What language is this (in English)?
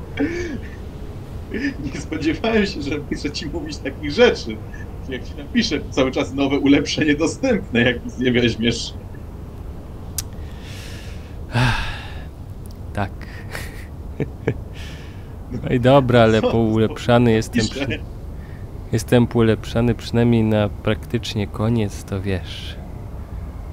Polish